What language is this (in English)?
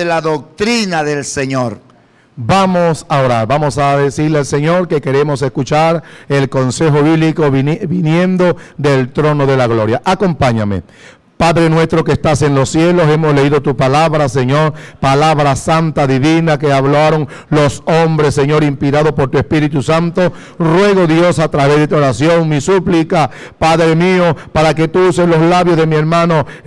Spanish